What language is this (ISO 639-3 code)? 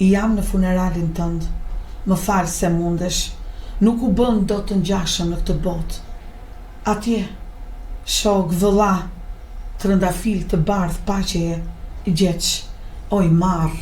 sqi